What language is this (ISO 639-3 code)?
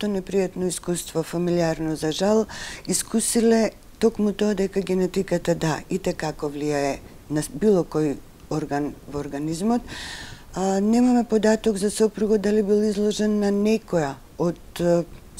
mkd